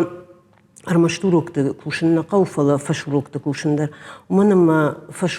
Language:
Ossetic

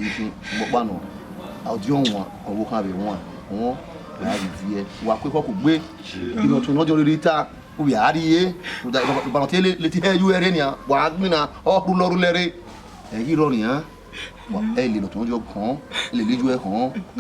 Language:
Bini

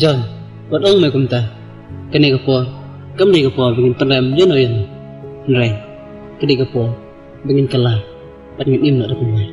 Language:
Khasi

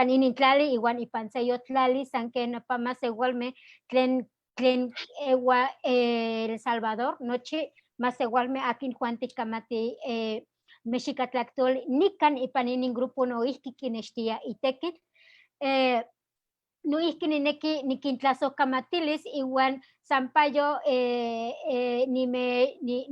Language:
Eastern Huasteca Nahuatl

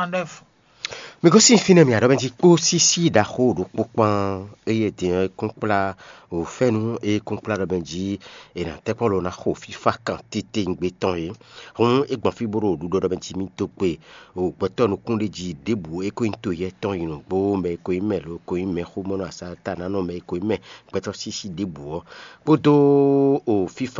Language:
Fon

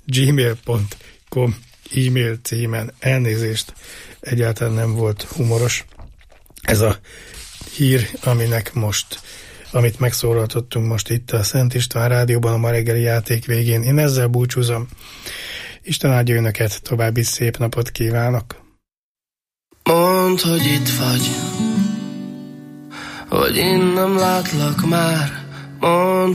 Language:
Hungarian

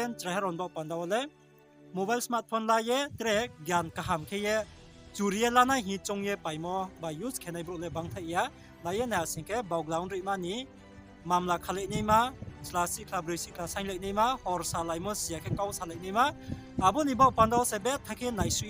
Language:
Riang (India)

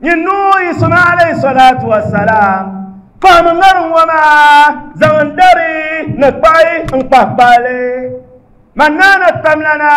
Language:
Dagbani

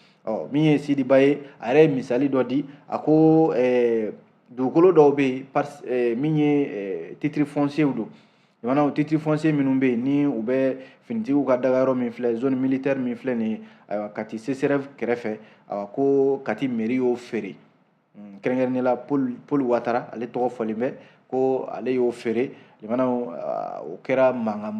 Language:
Bambara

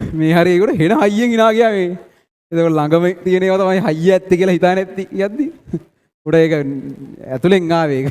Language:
Sinhala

